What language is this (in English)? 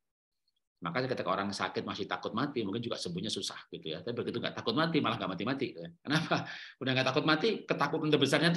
Indonesian